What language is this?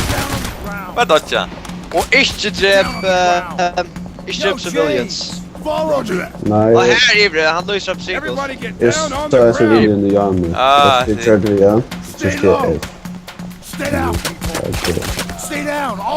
Faroese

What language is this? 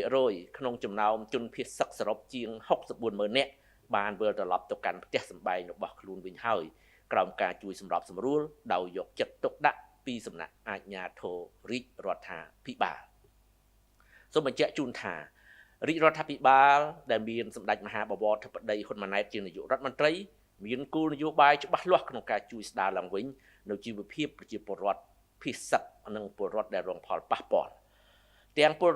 Khmer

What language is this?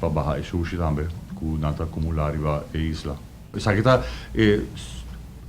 Papiamento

